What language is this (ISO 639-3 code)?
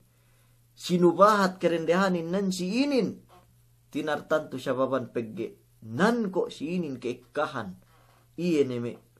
yka